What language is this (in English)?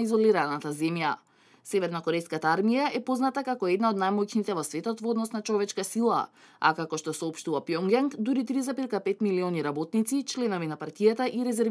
Macedonian